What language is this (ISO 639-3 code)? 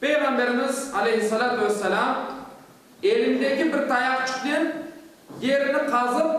crh